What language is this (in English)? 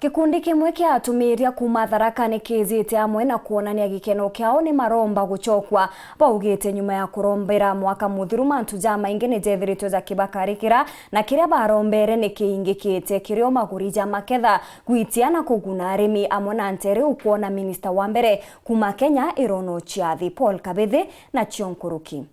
Meru